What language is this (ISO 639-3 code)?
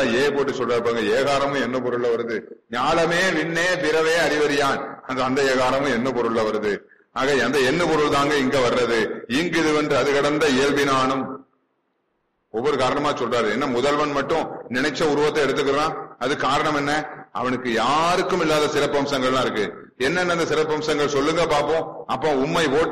tam